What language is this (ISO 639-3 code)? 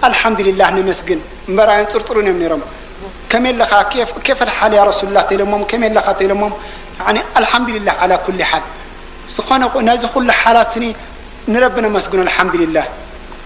tir